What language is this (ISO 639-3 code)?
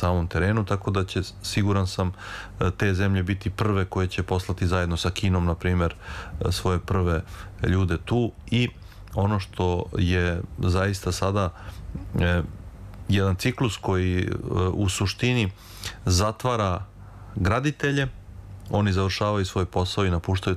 srp